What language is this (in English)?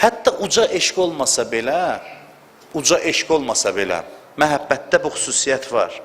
Azerbaijani